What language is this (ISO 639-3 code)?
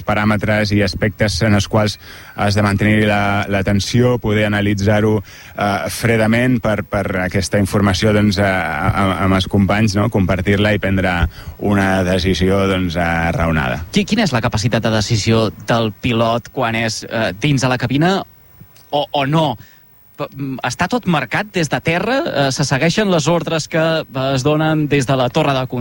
cat